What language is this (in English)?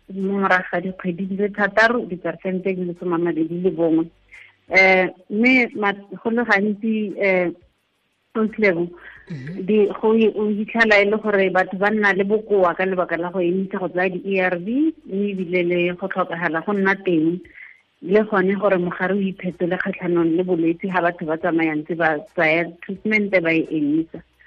Tswana